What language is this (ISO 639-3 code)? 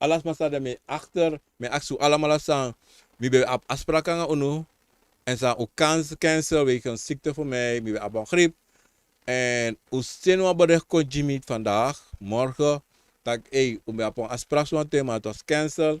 srn